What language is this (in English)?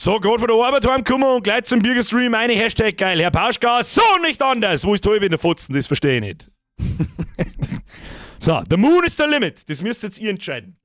Bavarian